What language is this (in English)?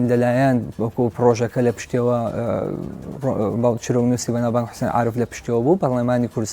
Central Kurdish